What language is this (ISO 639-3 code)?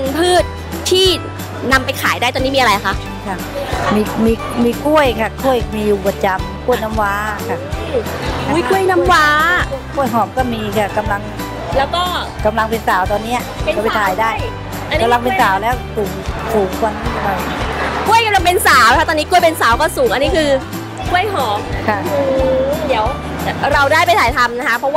tha